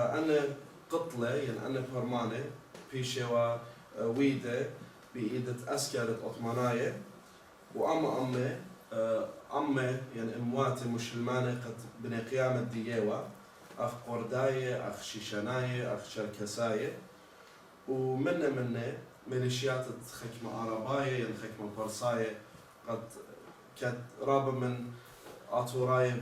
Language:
Assyrian Neo-Aramaic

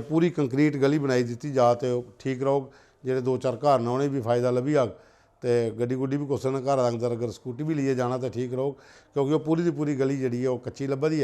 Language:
Dogri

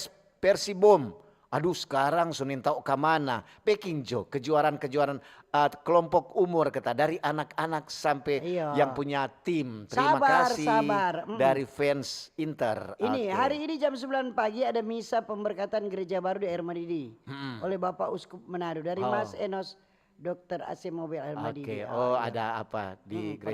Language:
Manado Malay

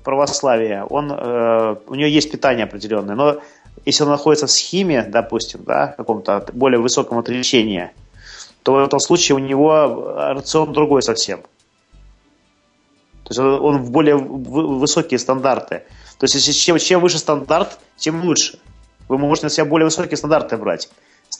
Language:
Russian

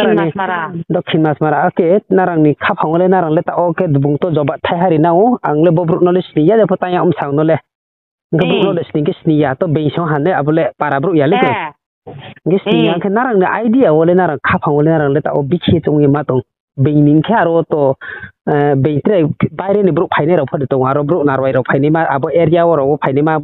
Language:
Riang (India)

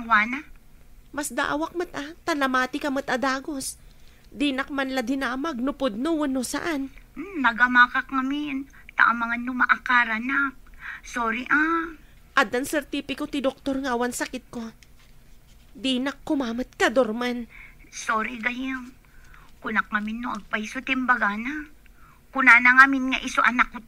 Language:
Iloko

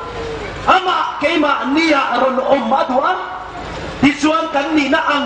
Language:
Hmar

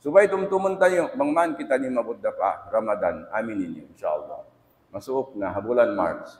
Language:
Tausug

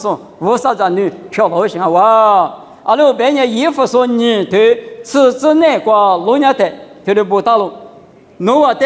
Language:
Lisu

